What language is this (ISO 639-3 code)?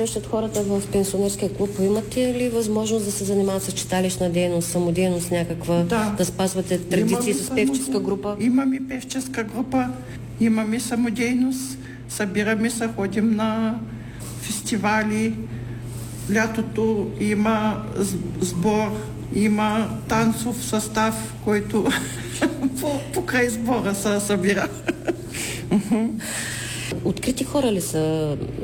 bul